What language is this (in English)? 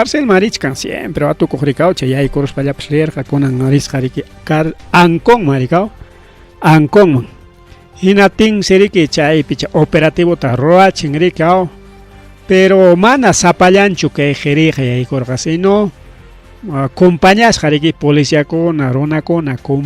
Ayacucho Quechua